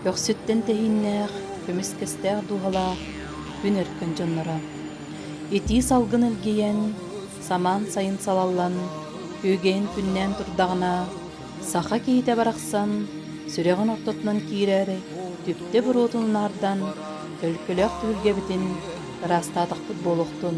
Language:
Yakut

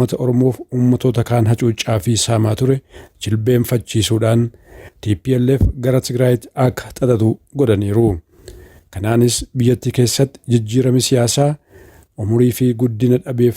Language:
Oromo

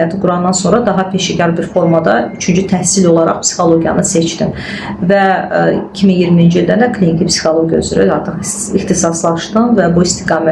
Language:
Azerbaijani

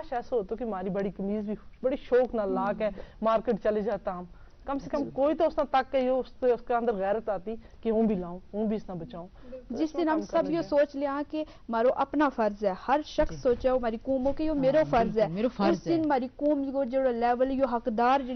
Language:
Gujari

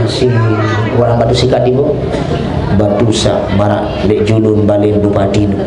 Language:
Sasak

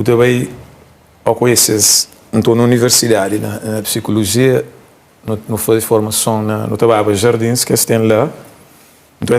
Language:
Kabuverdianu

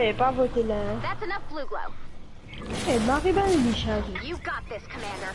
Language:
Morisyen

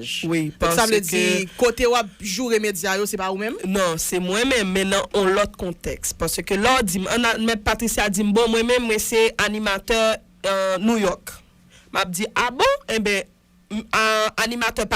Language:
Haitian Creole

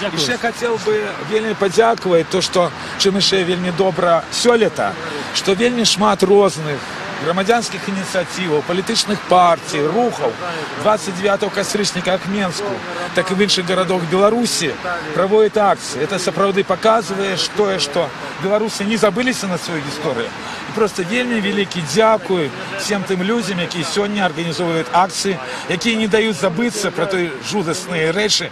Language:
Belarusian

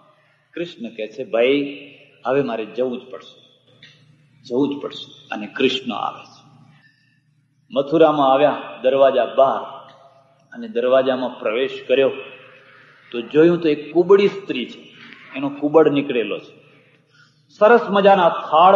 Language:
Gujarati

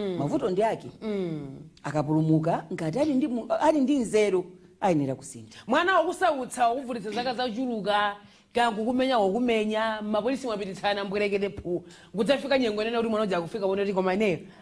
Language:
Nyanja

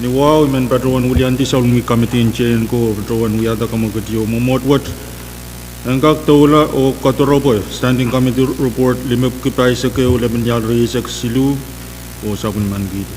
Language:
Pohnpeian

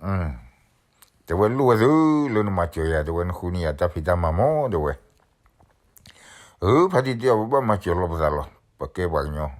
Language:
S'gaw Karen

